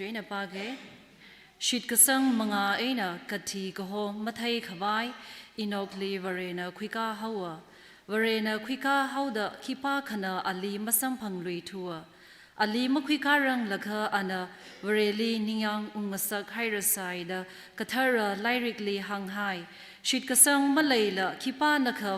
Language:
Tangkhul Naga (India)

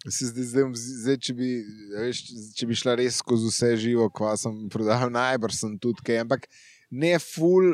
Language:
Slovenian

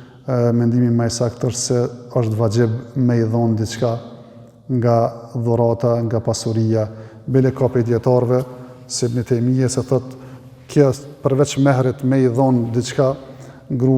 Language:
Albanian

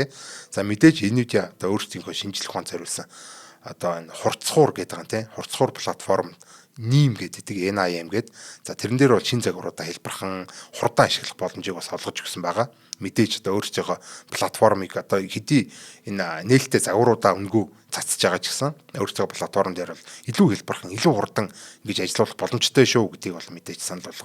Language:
Mongolian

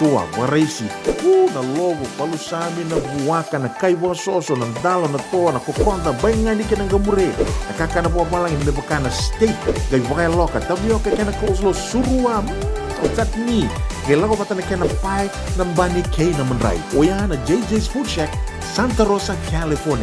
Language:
Fijian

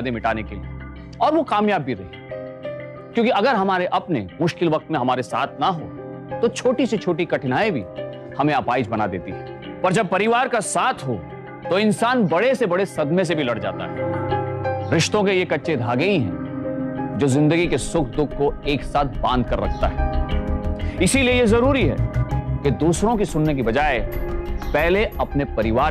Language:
Hindi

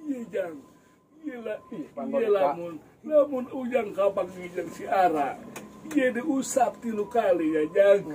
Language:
Sundanese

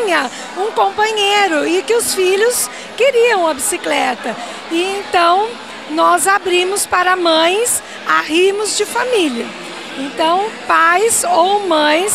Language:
Portuguese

